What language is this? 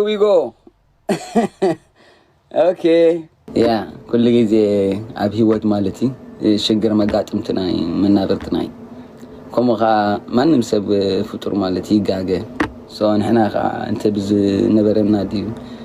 Tigrinya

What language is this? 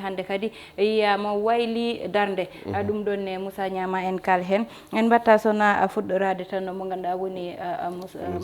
Fula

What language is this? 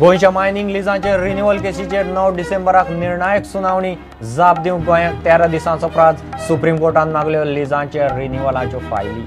Konkani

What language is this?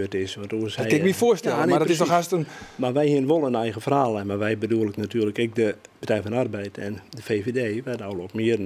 Western Frisian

